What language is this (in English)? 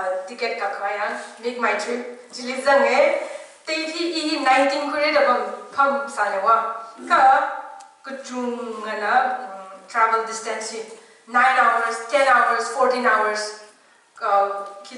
Tangkhul Naga (India)